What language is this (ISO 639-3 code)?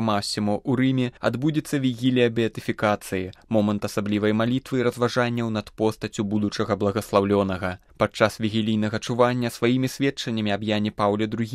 bel